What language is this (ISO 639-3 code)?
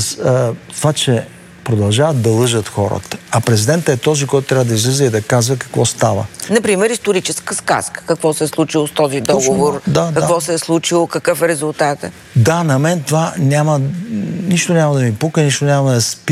bul